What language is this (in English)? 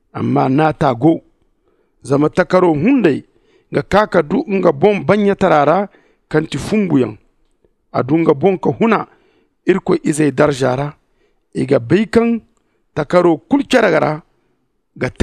Zarma